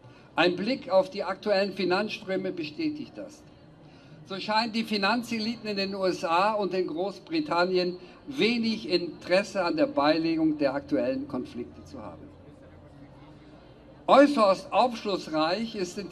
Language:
German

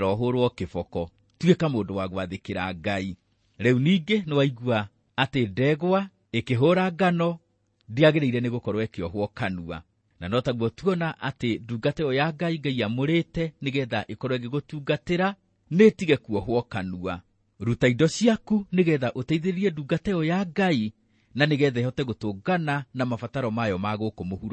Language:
Kikuyu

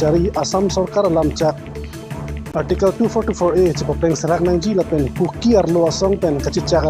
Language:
Karbi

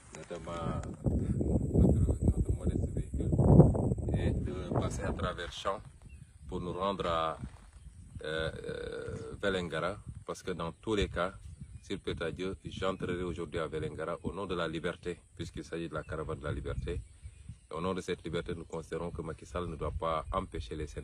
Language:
French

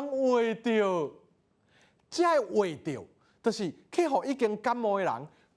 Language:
Min Nan Chinese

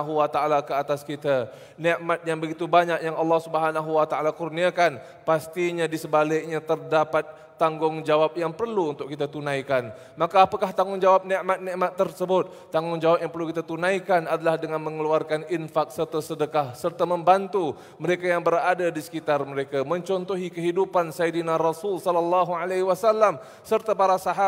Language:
Malay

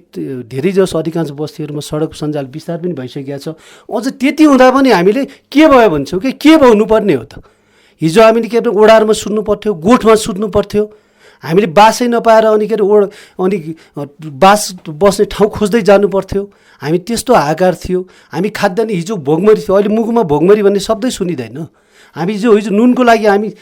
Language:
Nepali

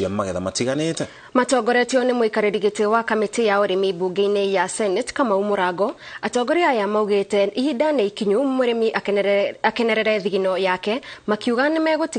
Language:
Kikuyu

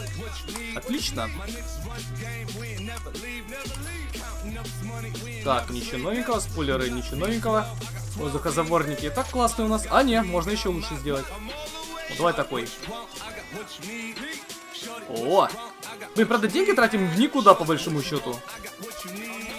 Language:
Russian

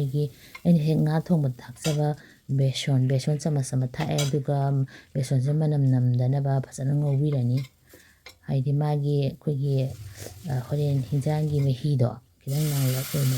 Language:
Manipuri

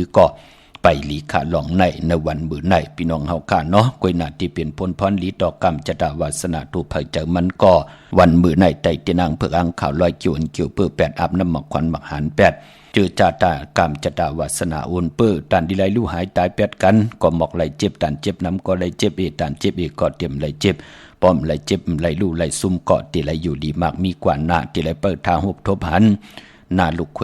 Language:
Shan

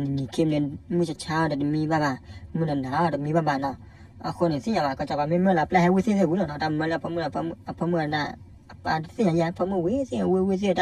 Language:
S'gaw Karen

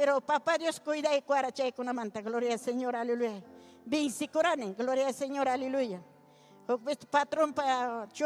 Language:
Ayacucho Quechua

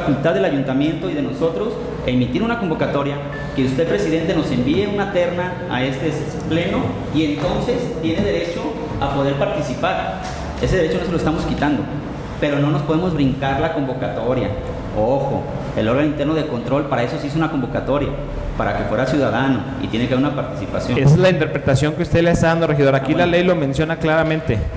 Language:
Spanish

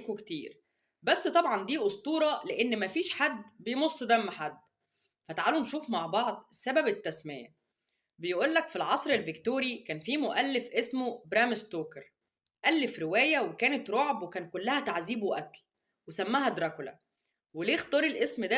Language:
Egyptian Arabic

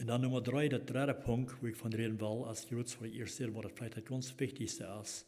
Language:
Plautdietsch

